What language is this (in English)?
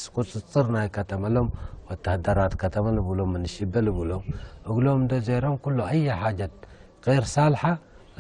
Tigre